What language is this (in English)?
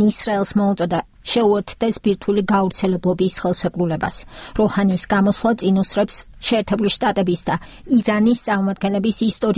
Georgian